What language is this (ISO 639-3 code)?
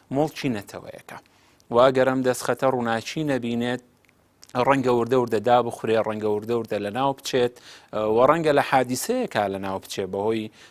ckb